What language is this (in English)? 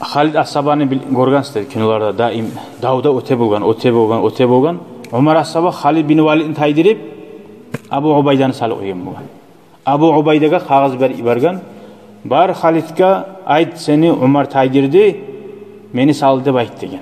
Kumyk